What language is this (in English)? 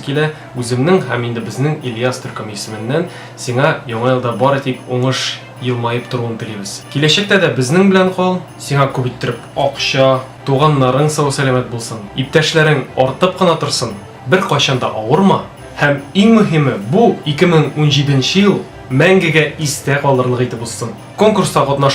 Tatar